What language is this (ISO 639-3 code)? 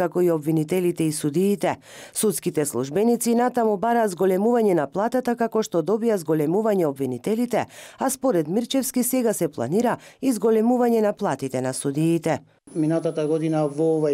mkd